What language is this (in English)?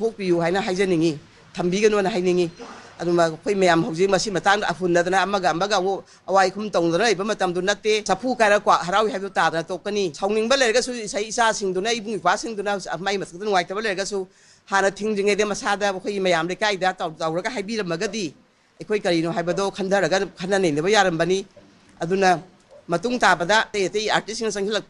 Manipuri